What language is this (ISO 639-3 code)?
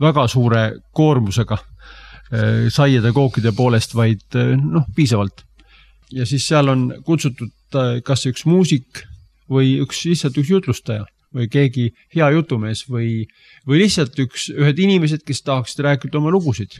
est